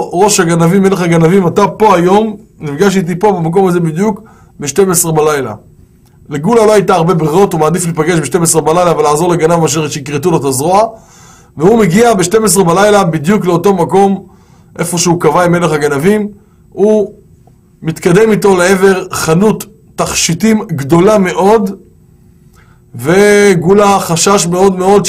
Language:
Hebrew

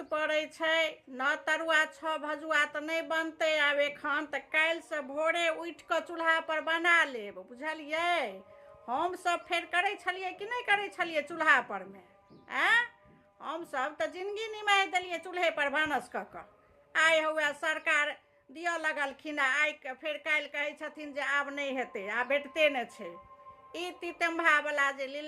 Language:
Maithili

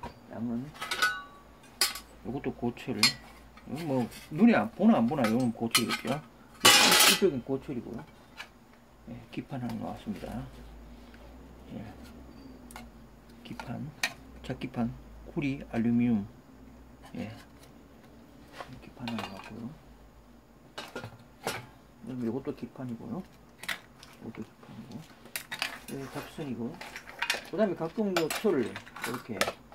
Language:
Korean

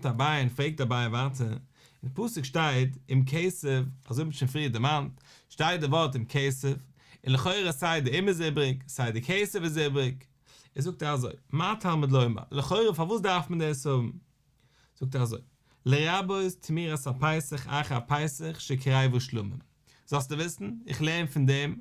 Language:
Yiddish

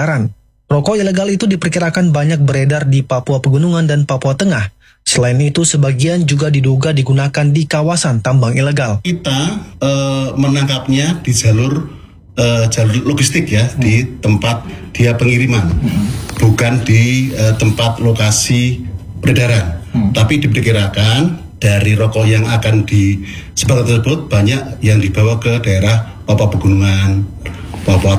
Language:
Indonesian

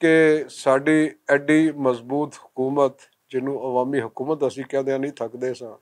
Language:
Western Panjabi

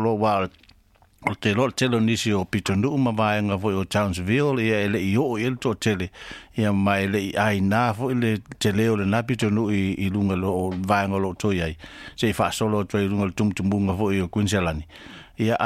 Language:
Samoan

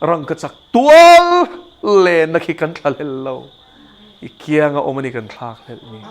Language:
Mizo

